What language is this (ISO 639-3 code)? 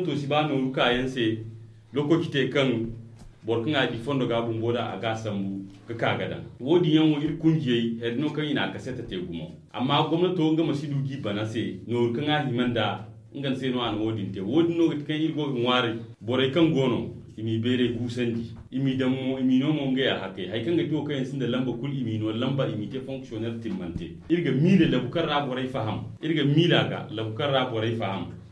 dje